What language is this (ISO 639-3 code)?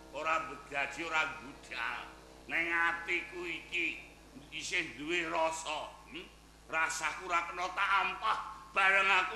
jav